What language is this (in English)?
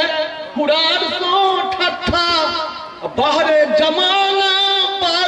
Maithili